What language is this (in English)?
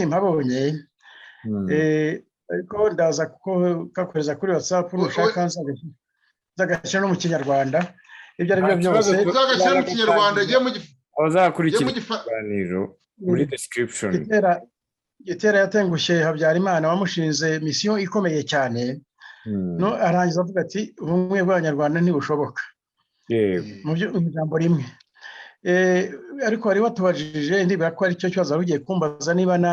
Kinyarwanda